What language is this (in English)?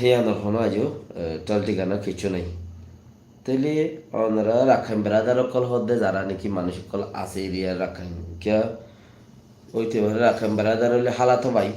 Rohingya